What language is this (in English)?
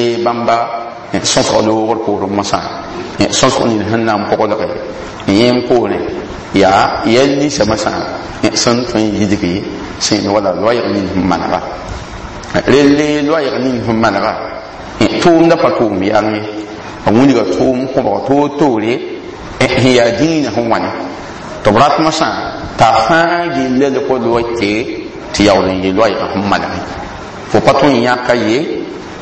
Mossi